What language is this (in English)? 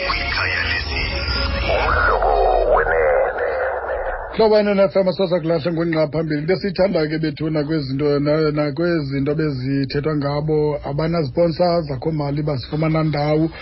Xhosa